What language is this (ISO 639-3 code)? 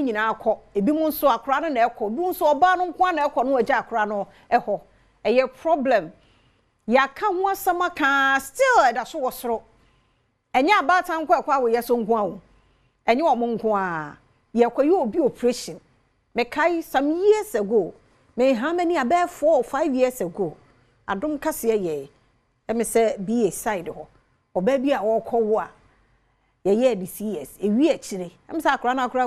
aka